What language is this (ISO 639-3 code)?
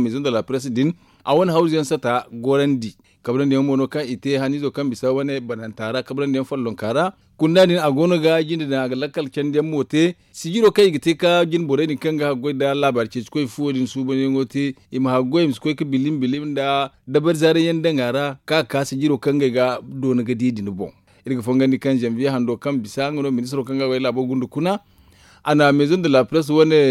dje